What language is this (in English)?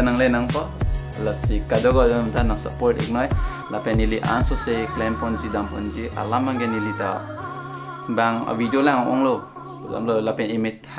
Karbi